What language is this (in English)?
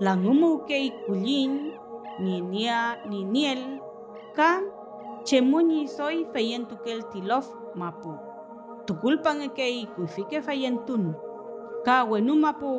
Mapuche